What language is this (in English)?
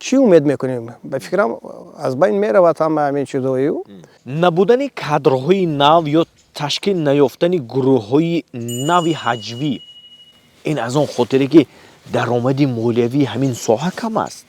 Tajik